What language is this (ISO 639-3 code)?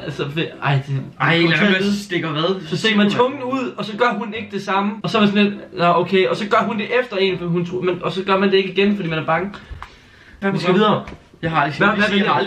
dan